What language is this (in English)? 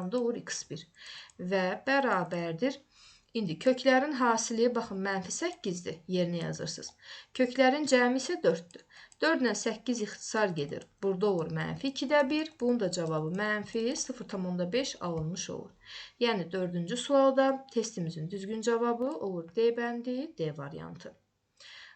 Azerbaijani